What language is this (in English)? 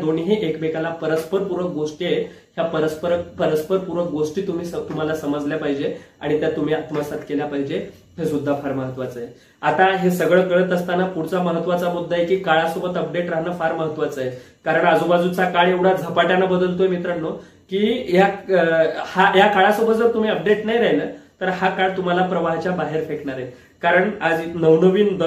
Marathi